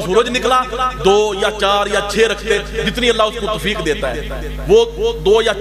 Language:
Urdu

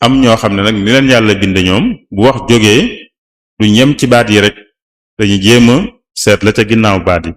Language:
Wolof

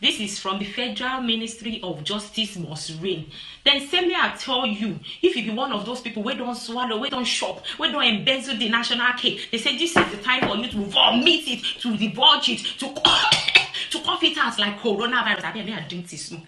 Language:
Nigerian Pidgin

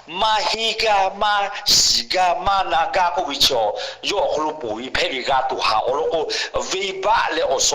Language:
Lahu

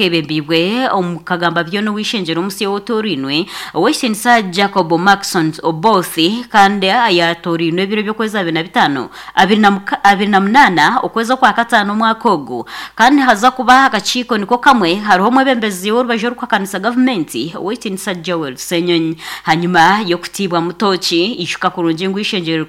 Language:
Nyankole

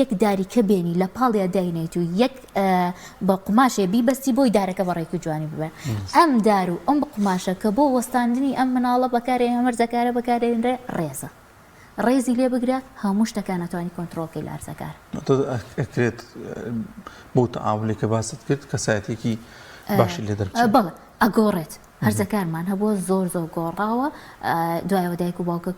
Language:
Central Kurdish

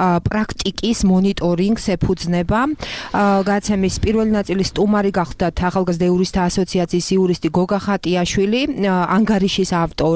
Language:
Georgian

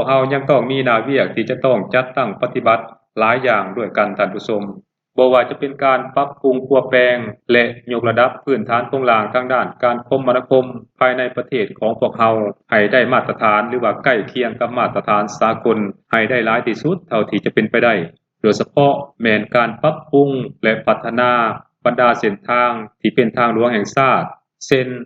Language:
Lao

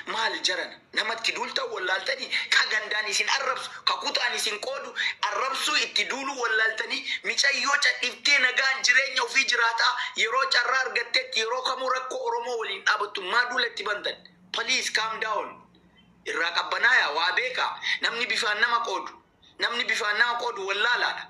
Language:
Oromo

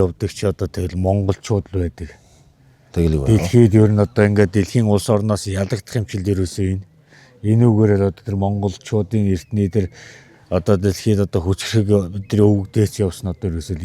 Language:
Mongolian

